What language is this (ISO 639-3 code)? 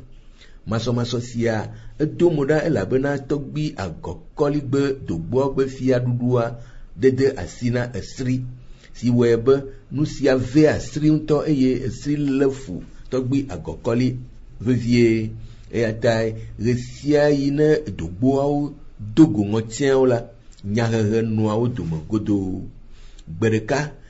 ewe